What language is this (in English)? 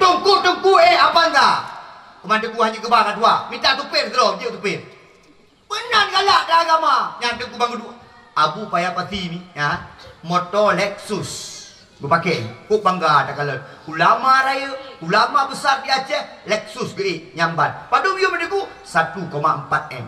Achinese